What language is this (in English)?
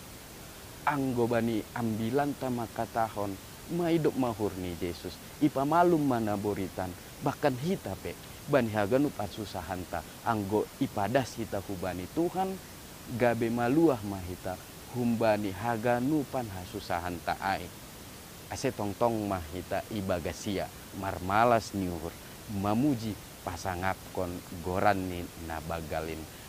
Batak Simalungun